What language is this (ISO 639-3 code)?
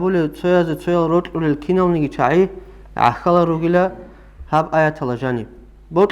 ava